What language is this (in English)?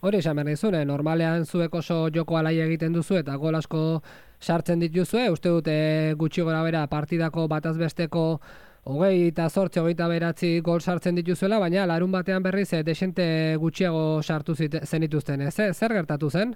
Basque